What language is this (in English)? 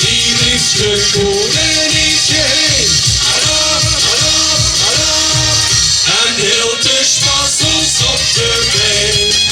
Limburgish